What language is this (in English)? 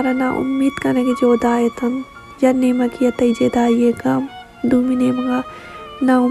Baluchi